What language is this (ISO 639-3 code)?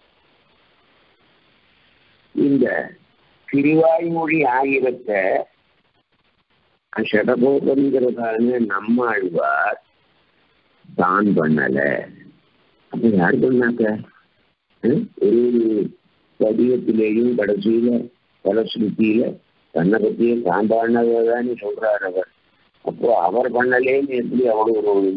tam